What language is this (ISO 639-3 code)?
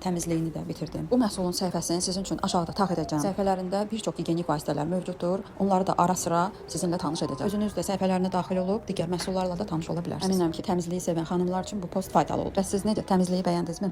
aze